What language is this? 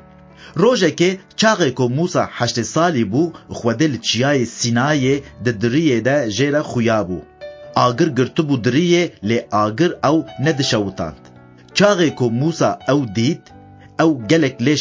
Kurdish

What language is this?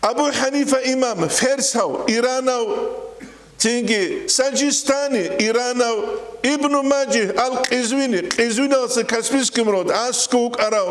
Avaric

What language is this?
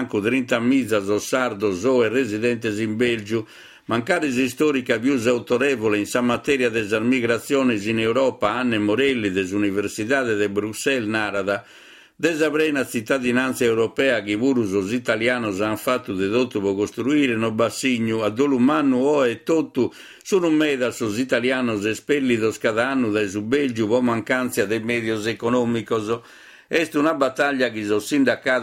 Sardinian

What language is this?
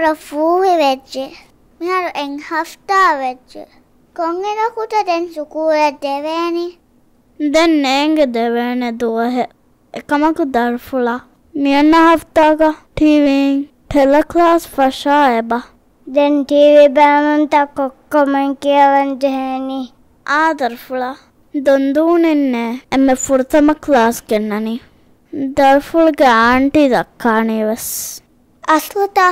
Divehi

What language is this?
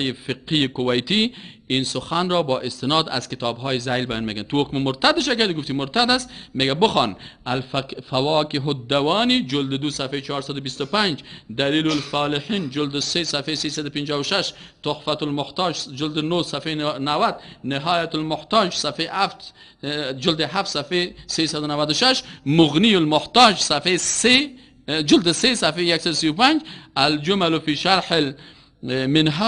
Persian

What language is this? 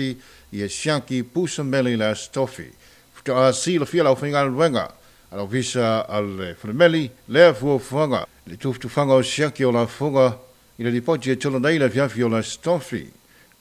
Samoan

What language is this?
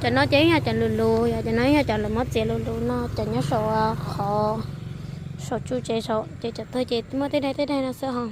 Hmong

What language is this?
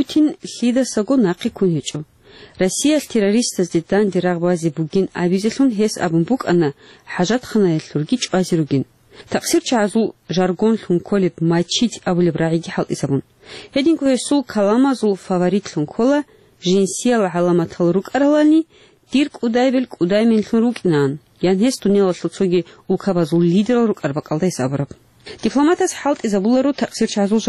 Avaric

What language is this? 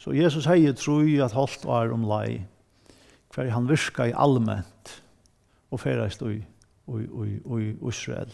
Faroese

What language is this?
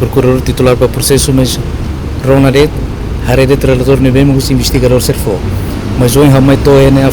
Tetum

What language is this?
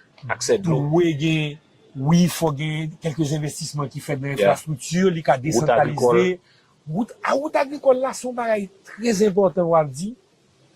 Haitian Creole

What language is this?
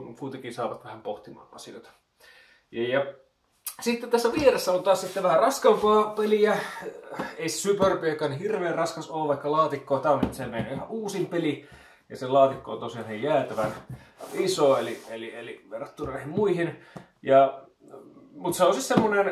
Finnish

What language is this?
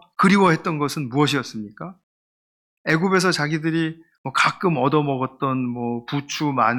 Korean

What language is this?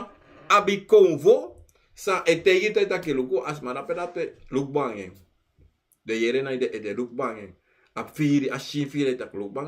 Sranan Tongo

